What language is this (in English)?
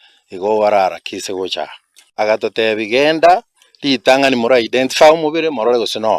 Gusii